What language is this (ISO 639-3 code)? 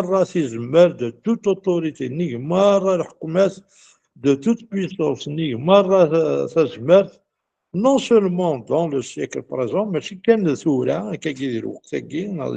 kab